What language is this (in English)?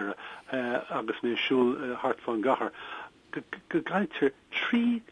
Irish